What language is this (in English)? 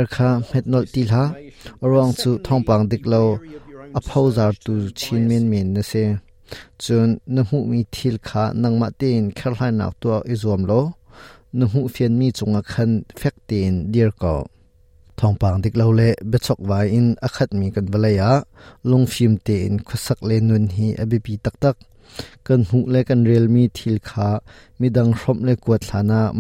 Hakha Chin